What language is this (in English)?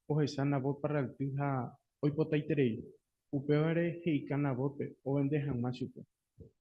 Guarani